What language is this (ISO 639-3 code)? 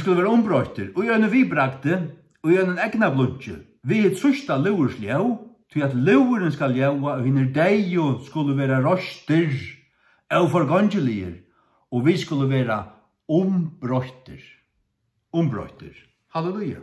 fao